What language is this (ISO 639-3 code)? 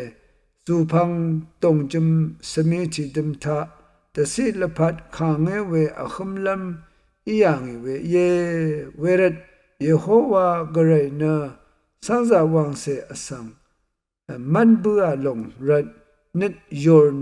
raw